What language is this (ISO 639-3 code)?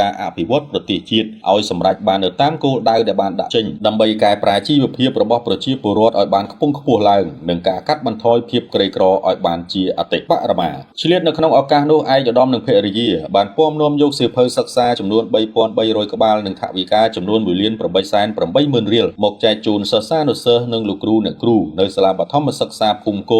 khm